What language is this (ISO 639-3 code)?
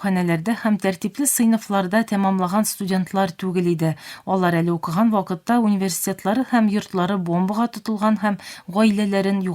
tat